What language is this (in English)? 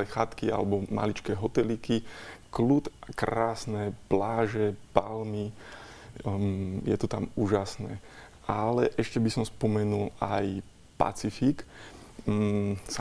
Slovak